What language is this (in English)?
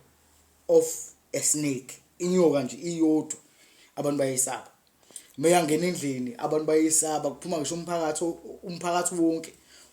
Zulu